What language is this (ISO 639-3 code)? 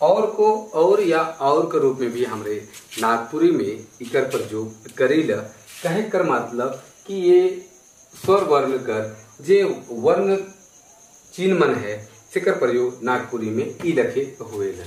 sck